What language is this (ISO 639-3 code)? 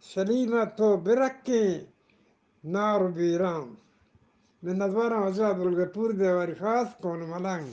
bgp